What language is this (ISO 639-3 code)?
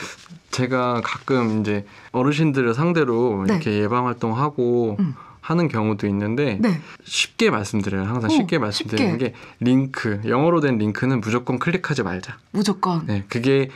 kor